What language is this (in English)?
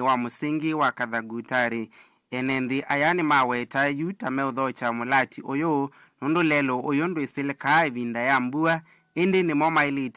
Kamba